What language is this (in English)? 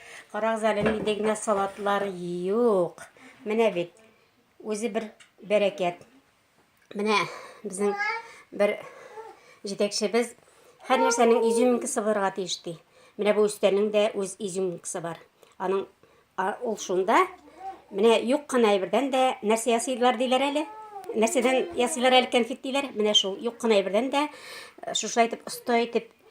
Tatar